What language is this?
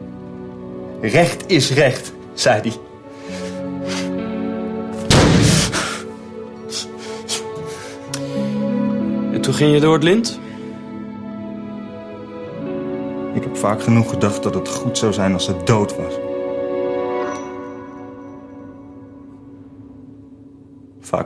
Dutch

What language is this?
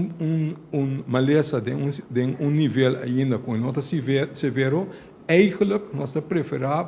Papiamento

